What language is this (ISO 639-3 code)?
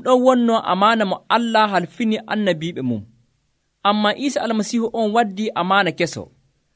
fuv